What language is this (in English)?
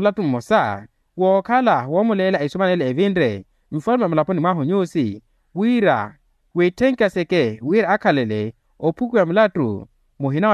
Makhuwa